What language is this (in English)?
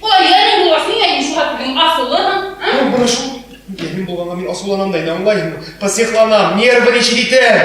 Bashkir